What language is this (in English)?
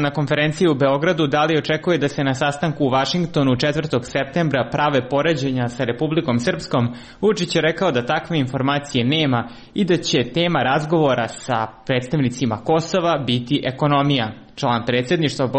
Serbian